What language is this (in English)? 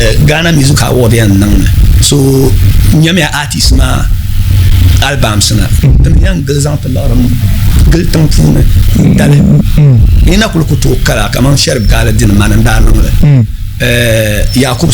Dagbani